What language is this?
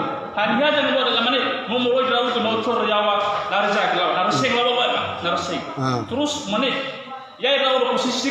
Nias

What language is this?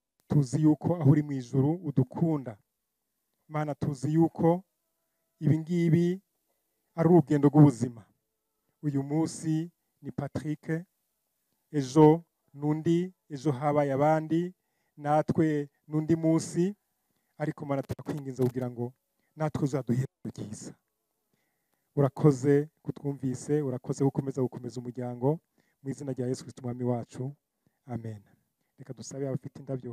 Kinyarwanda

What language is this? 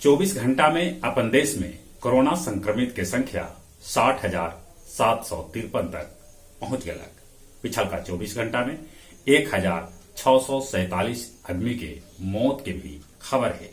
Magahi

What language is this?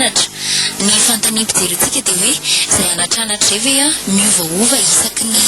Malagasy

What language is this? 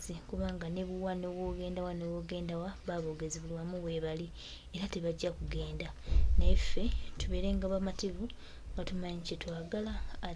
Ganda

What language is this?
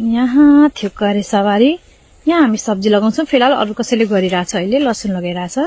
Nepali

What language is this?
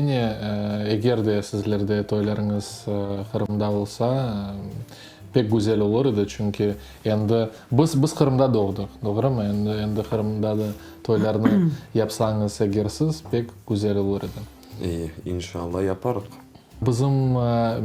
Crimean Tatar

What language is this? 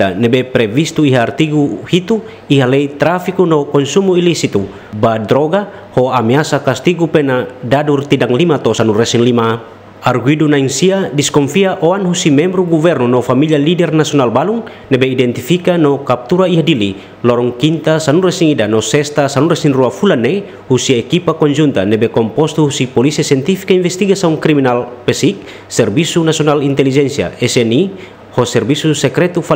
Tetum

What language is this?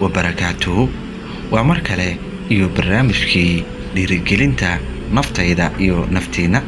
Somali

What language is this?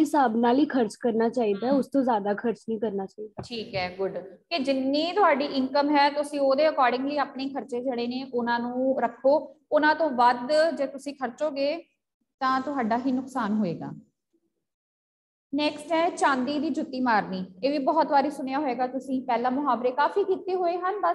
Punjabi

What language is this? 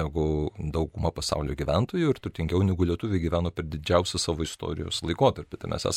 Lithuanian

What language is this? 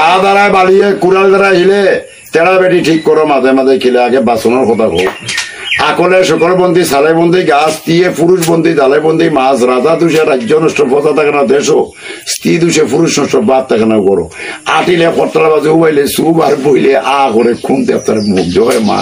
Sylheti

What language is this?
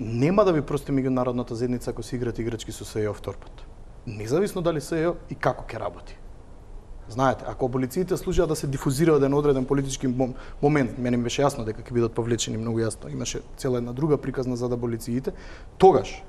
Macedonian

